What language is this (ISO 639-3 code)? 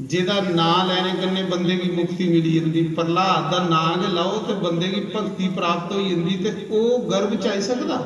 doi